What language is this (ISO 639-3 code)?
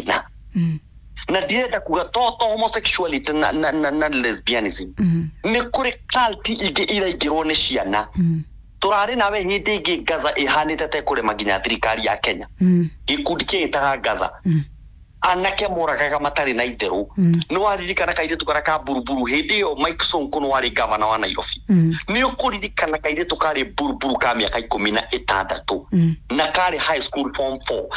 kik